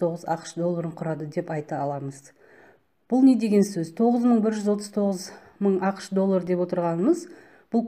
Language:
Kazakh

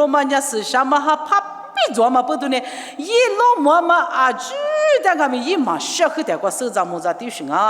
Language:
Lisu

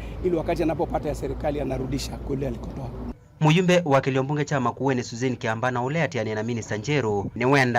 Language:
Kamba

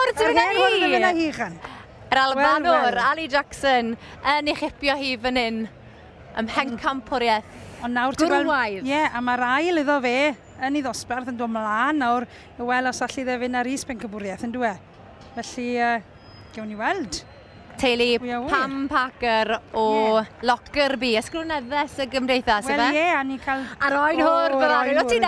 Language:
Welsh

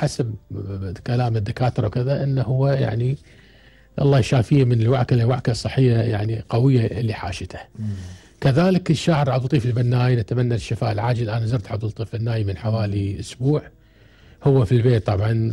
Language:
Gulf Arabic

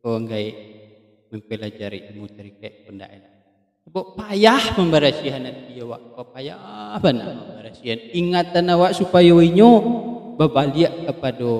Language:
Minangkabau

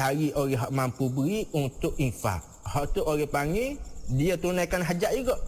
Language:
Malay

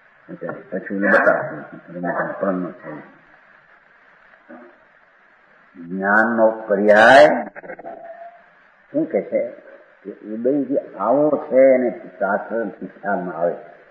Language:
Gujarati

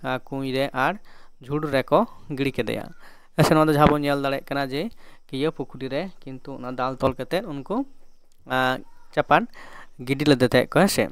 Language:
Santali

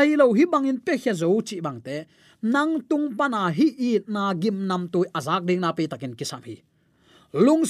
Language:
Tedim Chin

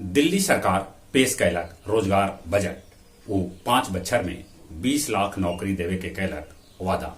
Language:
Magahi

